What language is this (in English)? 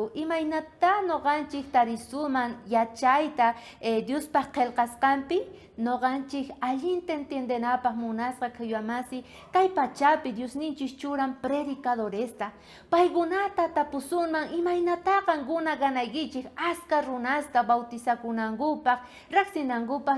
South Bolivian Quechua